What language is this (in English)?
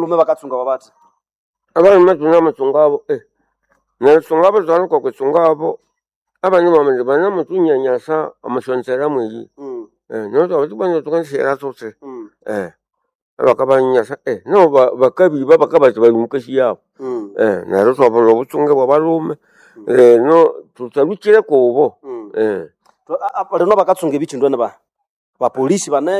Nande